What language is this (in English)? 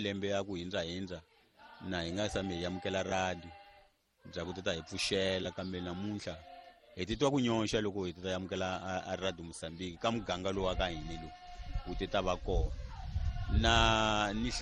Tsonga